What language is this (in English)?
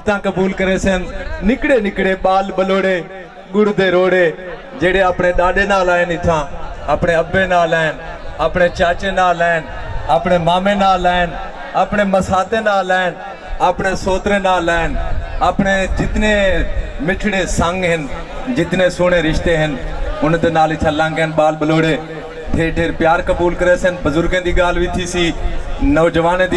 Saraiki